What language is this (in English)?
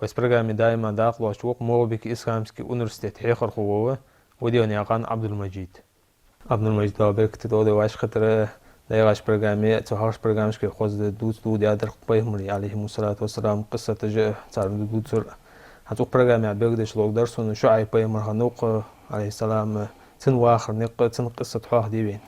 Ingush